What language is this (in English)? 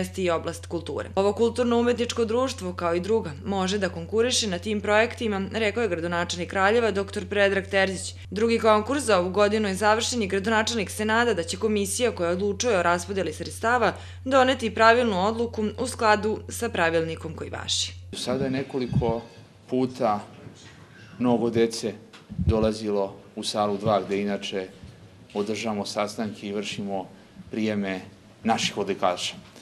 Serbian